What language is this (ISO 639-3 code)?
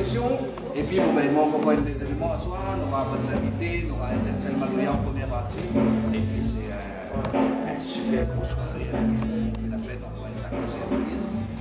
rcf